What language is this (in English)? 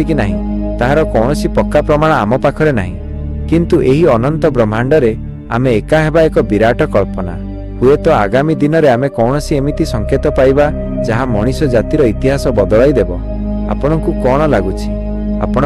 Odia